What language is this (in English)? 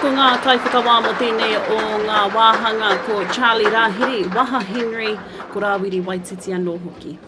Māori